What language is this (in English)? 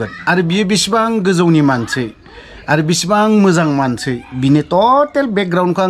Bodo